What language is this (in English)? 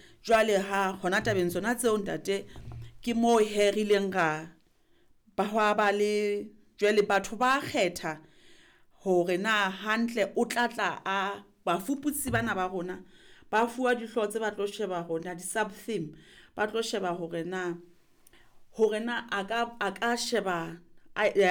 Southern Sotho